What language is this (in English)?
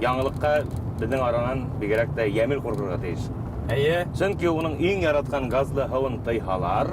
Bashkir